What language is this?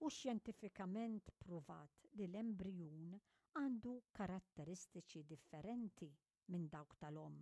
Maltese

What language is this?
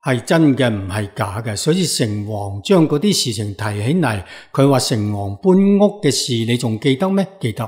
Cantonese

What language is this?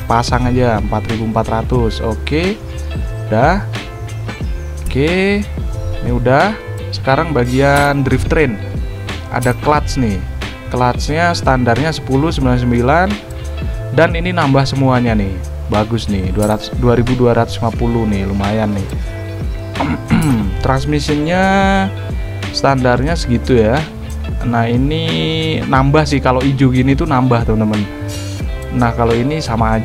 Indonesian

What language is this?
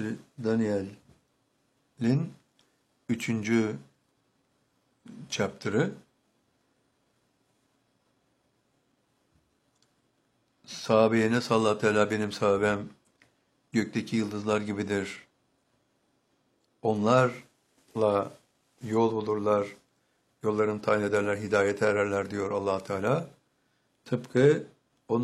Turkish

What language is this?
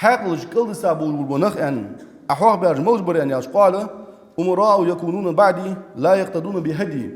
Ingush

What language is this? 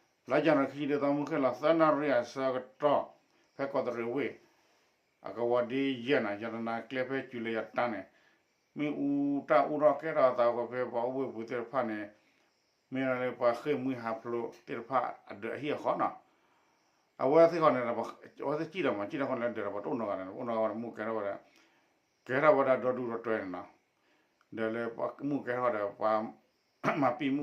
S'gaw Karen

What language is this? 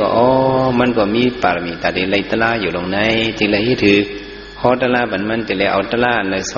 Shan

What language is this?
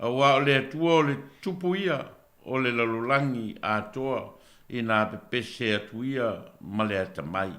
Samoan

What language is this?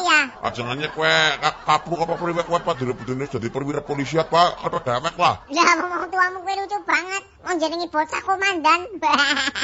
Javanese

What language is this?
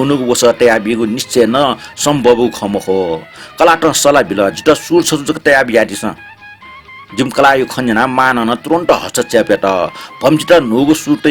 Newari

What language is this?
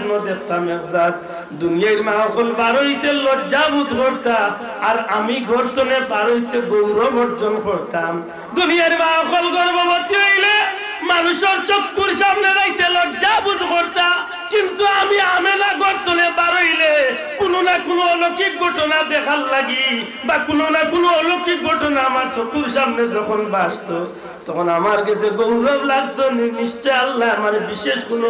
Sylheti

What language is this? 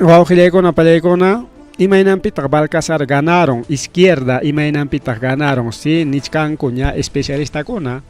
Ayacucho Quechua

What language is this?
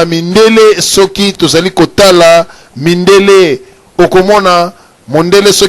Lingala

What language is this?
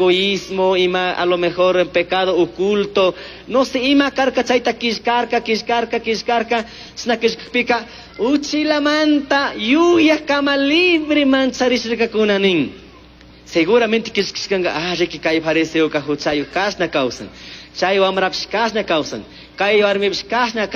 Chimborazo Highland Quichua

